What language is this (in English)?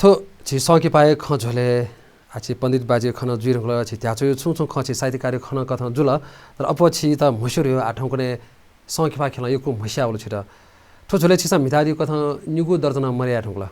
Newari